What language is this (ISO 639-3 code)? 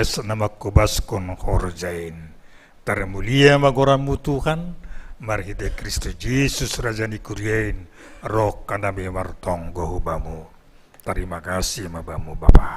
bts